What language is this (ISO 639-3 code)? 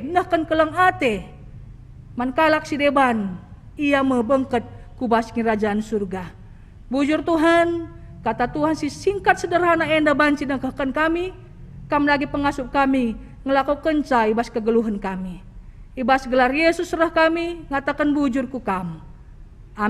btx